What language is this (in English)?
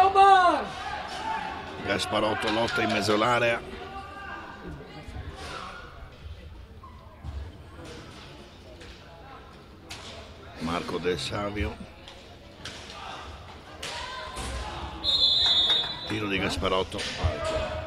Italian